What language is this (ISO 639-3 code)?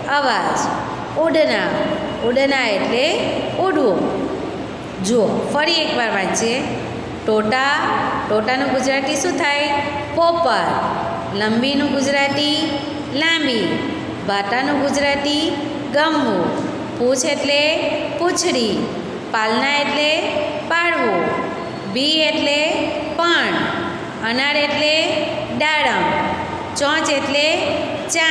guj